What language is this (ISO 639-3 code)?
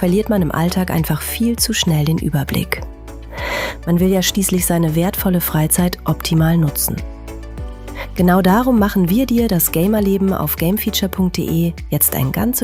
deu